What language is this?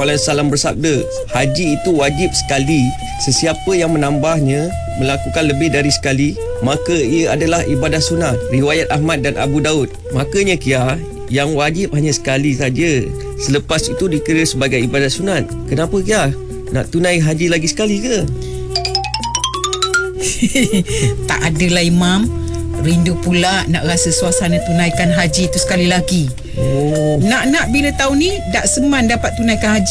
Malay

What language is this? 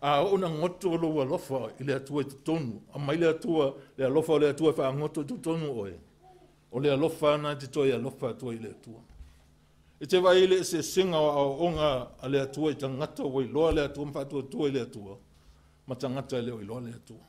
Samoan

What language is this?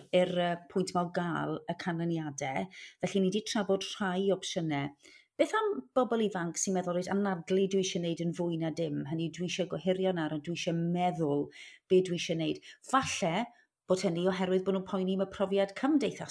Welsh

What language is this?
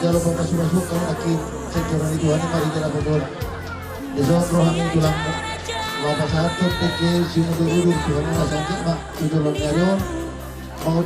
Batak Toba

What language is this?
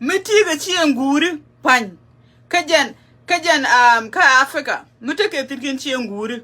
Nuer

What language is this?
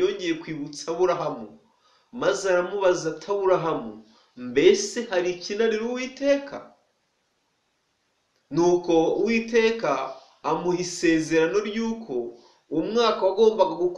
Kinyarwanda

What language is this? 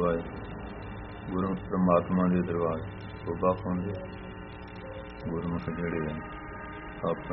Punjabi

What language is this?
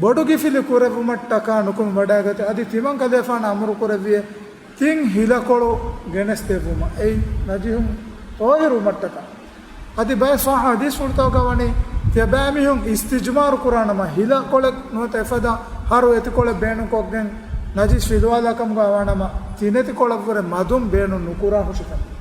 Divehi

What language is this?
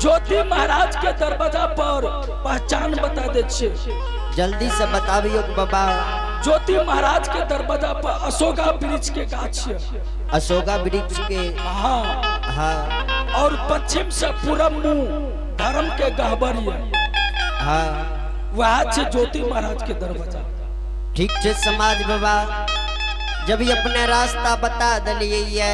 Angika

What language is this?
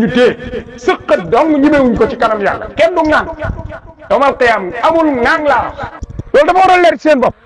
Wolof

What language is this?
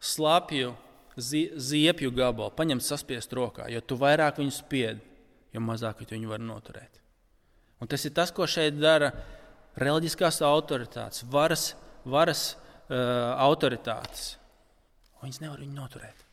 Latvian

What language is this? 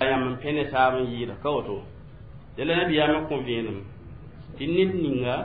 Mossi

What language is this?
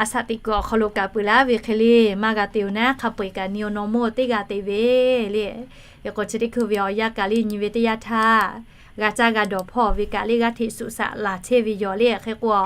Lahu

